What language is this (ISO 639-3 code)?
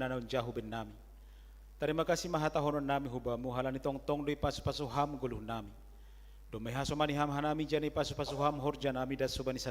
bts